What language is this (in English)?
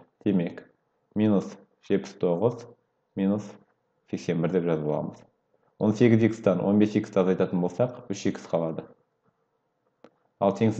Kazakh